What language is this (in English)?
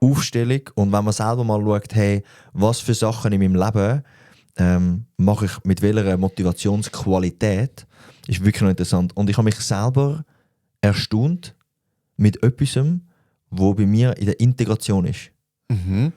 Swiss German